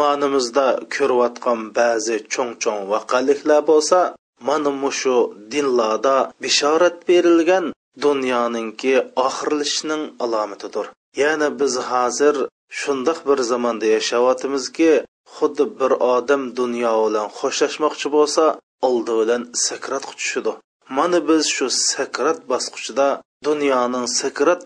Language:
Uyghur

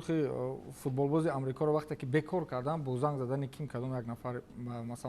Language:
Tajik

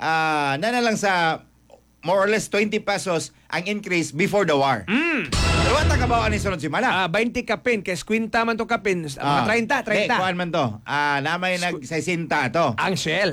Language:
Cebuano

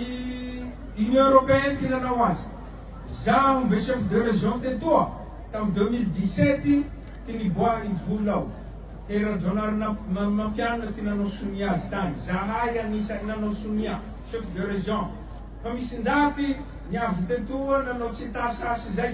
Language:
Malagasy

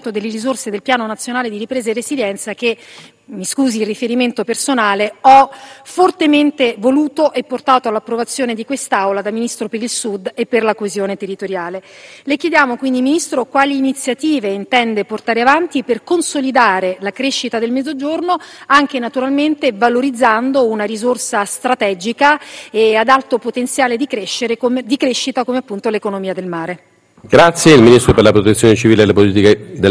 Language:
Italian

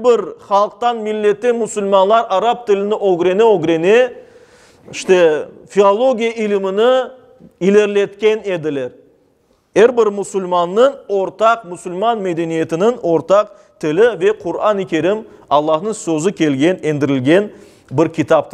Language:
Crimean Tatar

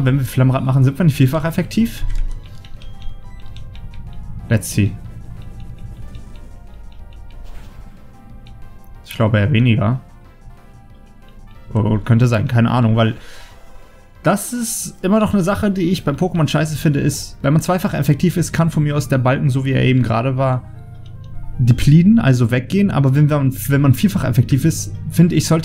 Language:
German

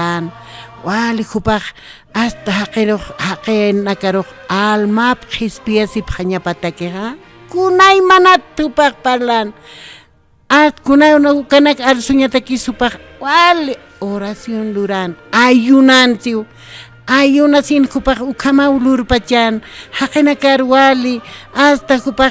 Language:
Aymara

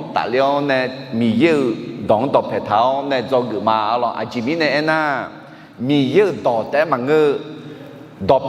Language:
Akha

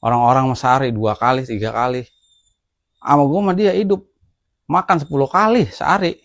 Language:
Betawi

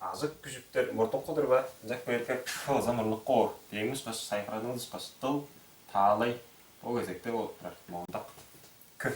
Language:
Tuvinian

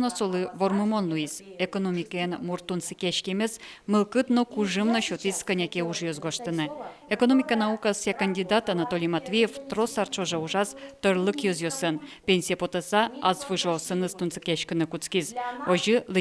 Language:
Udmurt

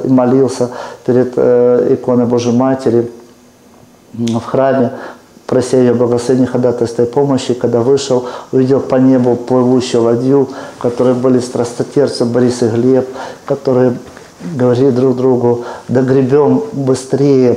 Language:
Russian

